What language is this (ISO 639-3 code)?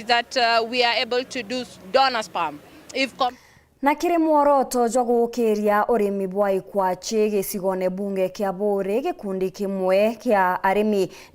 mer